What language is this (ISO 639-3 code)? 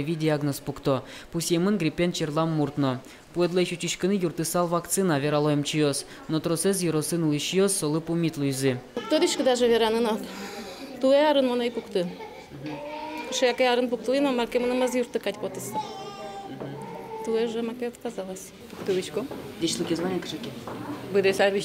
udm